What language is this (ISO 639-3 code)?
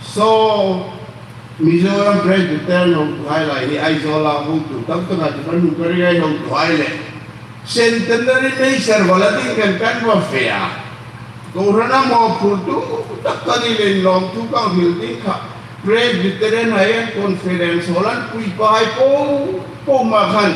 hmr